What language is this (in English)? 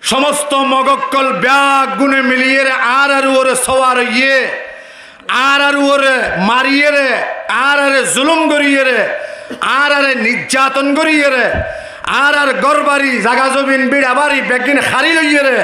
Rohingya